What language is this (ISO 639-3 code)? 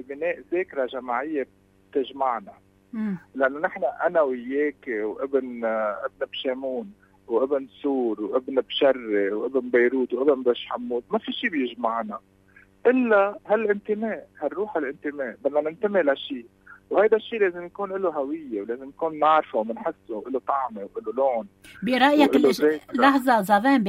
apc